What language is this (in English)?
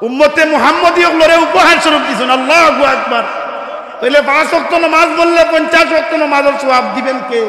Sylheti